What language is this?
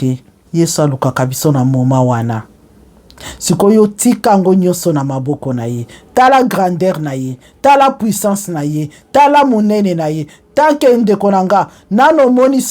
Lingala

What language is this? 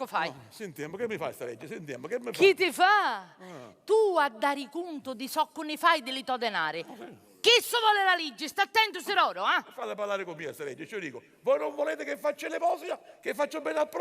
Sicilian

